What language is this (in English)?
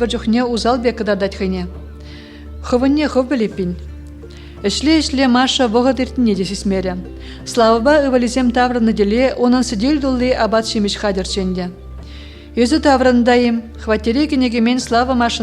Chuvash